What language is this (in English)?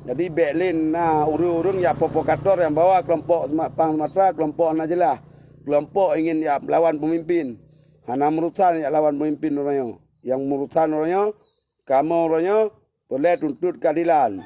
Achinese